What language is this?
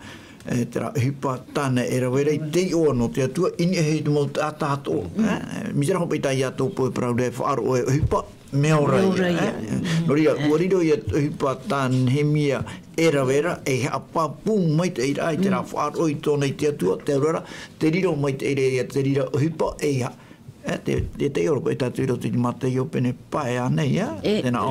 Tahitian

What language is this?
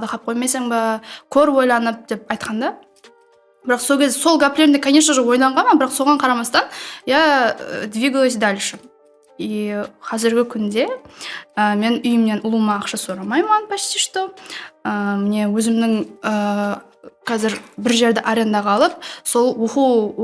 Kara-Kalpak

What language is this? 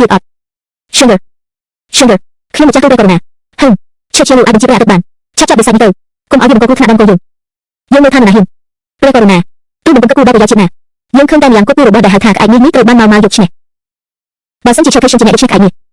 Khmer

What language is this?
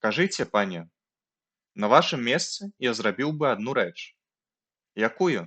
Belarusian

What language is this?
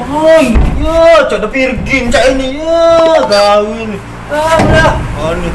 Musi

